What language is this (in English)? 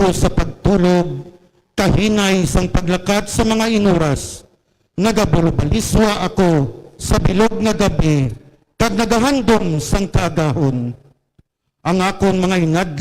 Hiligaynon